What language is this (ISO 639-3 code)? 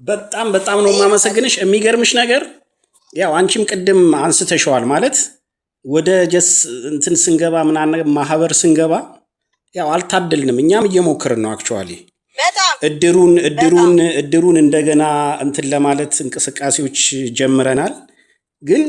amh